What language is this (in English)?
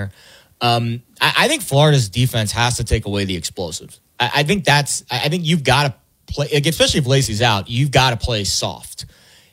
English